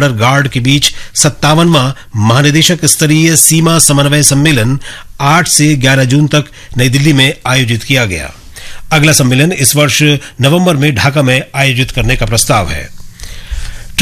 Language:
Hindi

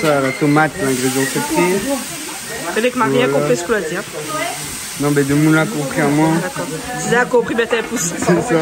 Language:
Réunion Creole French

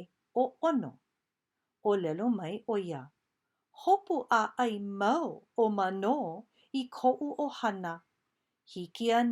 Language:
Hawaiian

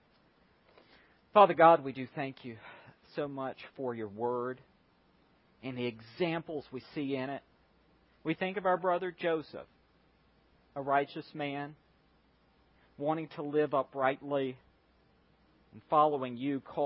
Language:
English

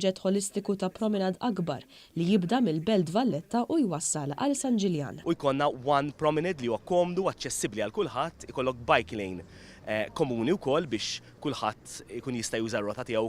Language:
Maltese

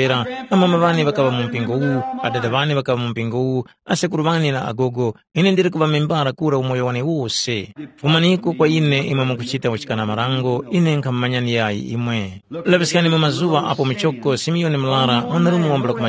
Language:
Tumbuka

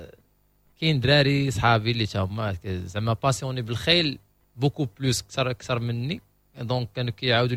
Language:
Moroccan Arabic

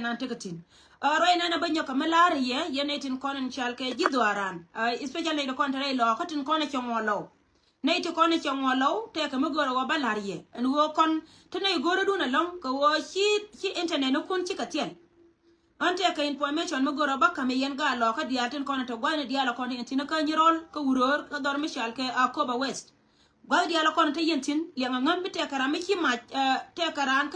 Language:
Nuer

